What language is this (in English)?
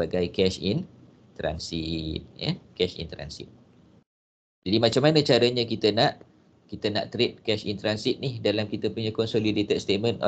Malay